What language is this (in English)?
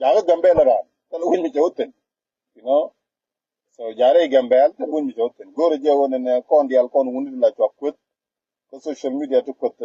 Nuer